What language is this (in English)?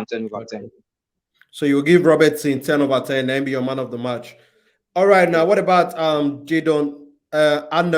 Nigerian Pidgin